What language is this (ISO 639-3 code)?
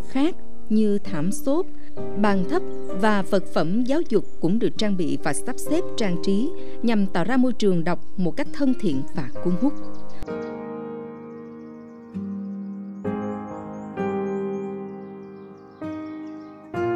vie